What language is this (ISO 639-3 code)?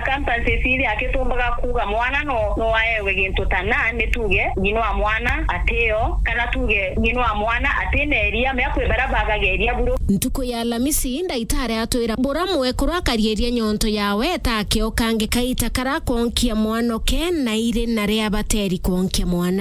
mer